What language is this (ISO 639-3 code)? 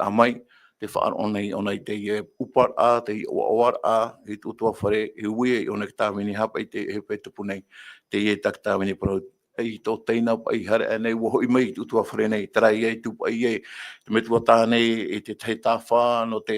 tah